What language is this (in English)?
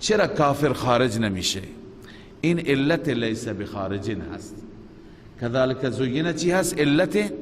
Persian